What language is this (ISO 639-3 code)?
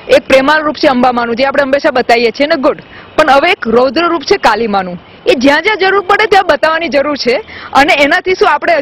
guj